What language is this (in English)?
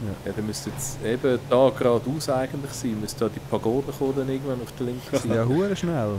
Swiss German